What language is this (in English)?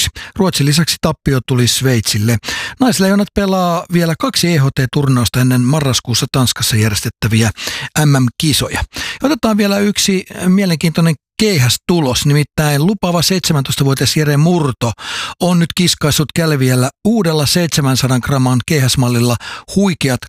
Finnish